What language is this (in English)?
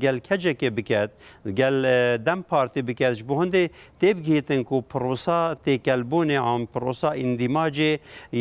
Kurdish